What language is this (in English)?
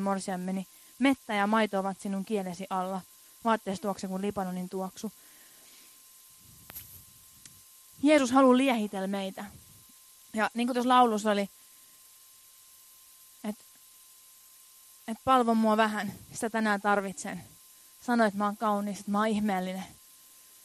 Finnish